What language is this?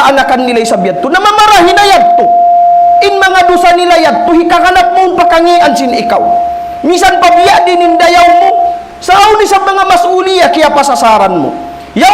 Tausug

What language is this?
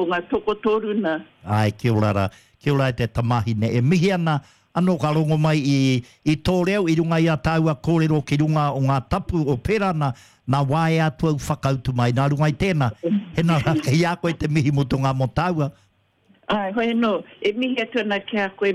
Māori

